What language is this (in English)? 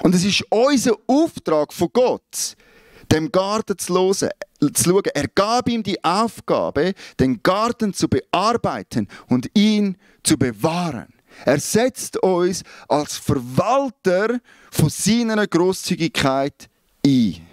Swiss German